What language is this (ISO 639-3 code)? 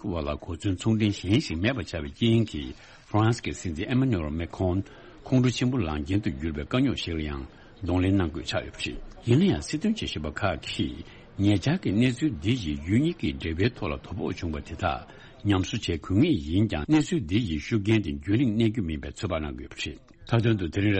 bod